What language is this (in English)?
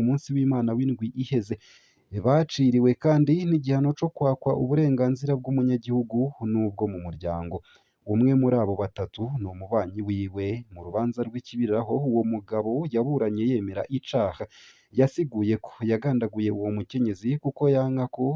Rundi